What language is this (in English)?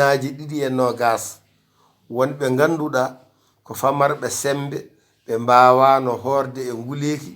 Fula